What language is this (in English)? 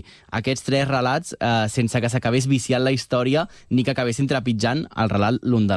Catalan